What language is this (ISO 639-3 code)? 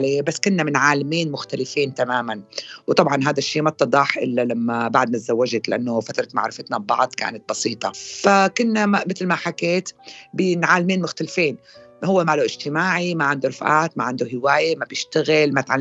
apc